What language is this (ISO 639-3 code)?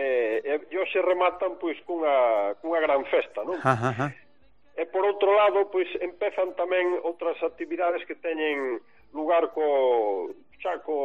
glg